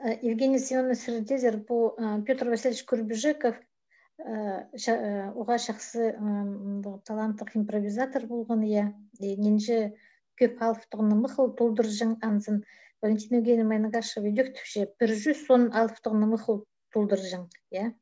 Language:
Khakas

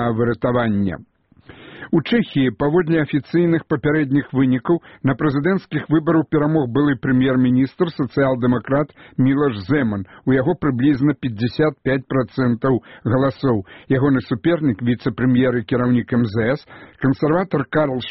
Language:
Belarusian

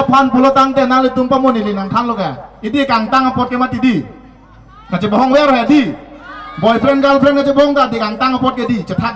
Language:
Karbi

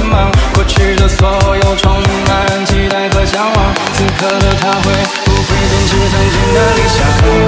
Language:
Chinese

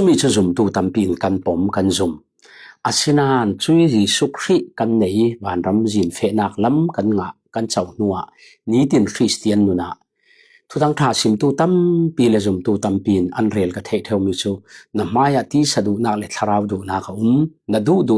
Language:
Falam Chin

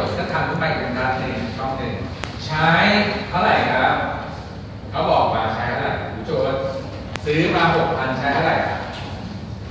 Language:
Thai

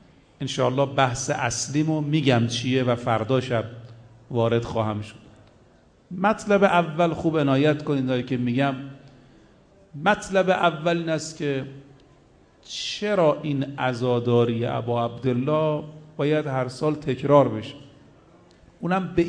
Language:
Persian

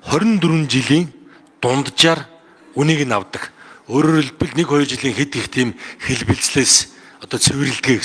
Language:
Mongolian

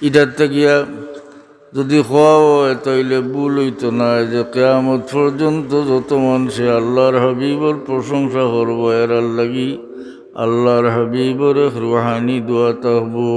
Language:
Sylheti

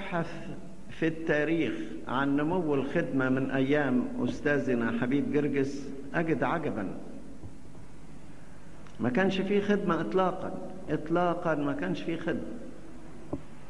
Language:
Egyptian Arabic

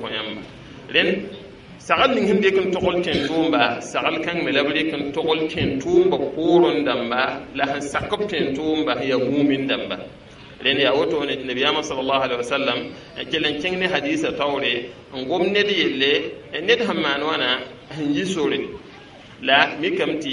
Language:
Mossi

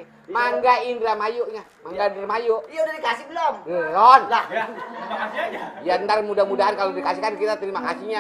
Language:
Betawi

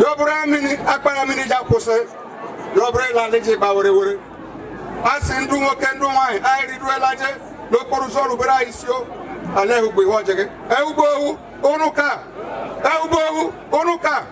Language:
Igbo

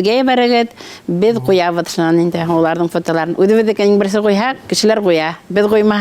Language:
Bashkir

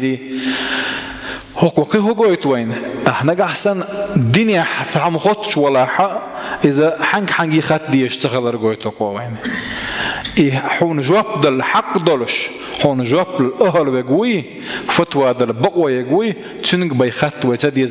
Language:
Chechen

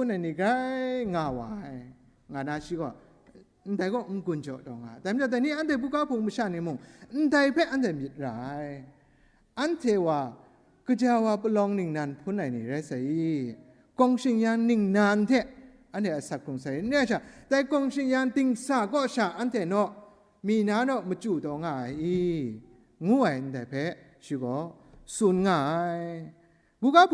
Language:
Kachin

